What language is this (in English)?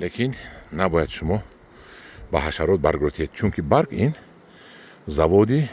Tajik